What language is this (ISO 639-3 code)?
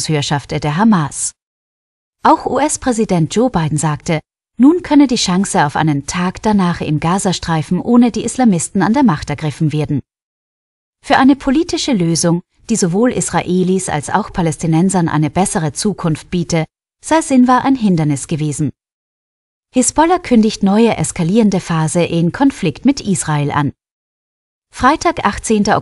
deu